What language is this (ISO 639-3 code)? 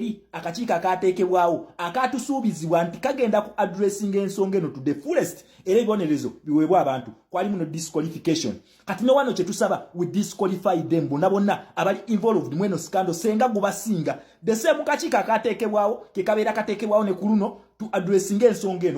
lug